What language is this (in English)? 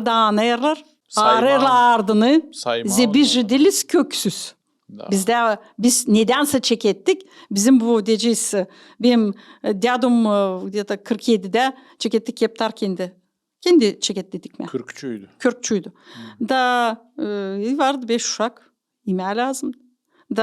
Gagauz